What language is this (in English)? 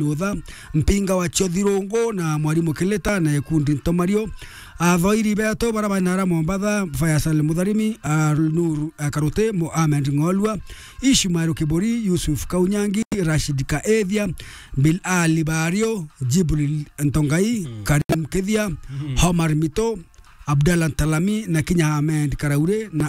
Meru